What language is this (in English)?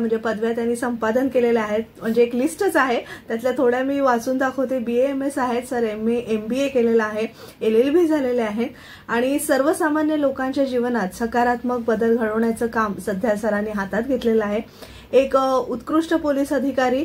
Marathi